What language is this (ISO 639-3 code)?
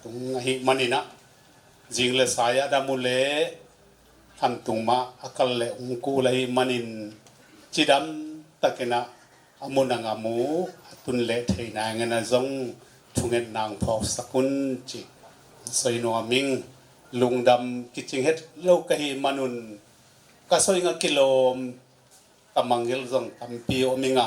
ctd